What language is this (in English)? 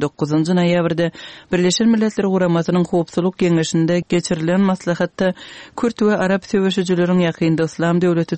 Kyrgyz